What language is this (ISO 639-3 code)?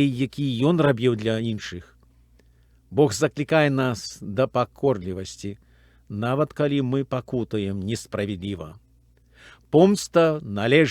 bel